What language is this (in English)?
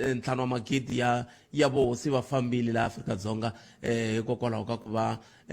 Tsonga